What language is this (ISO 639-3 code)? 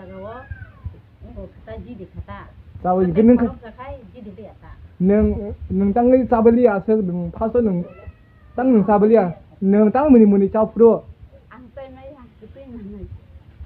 trp